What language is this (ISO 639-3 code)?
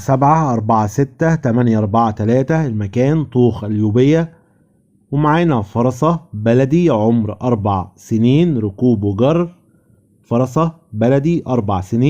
arz